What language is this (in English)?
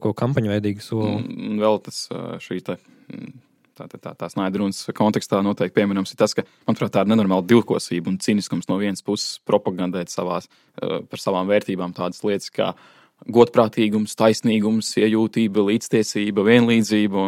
Latvian